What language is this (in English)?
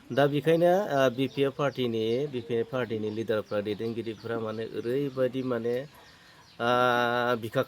Bodo